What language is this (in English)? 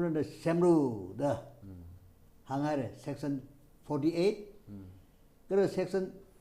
Tangkhul Naga (India)